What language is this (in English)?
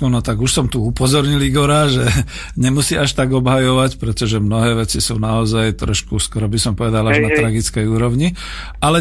Slovak